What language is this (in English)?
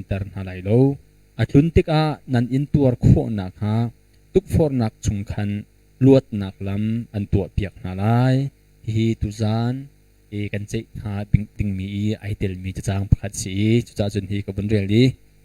Hakha Chin